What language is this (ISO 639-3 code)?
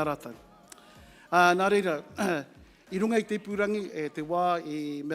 mri